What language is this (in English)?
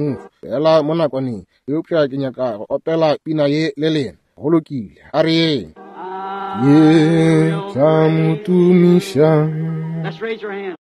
Northern Sotho